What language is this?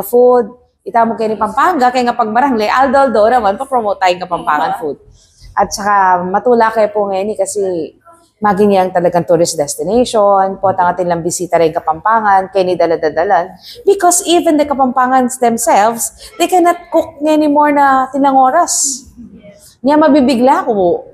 Pampanga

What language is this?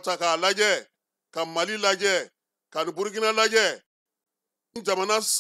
Bambara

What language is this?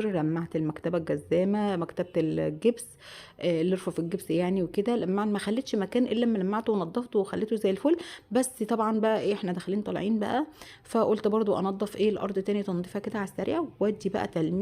Egyptian Arabic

